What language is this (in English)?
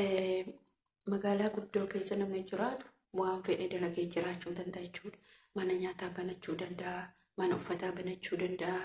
Oromo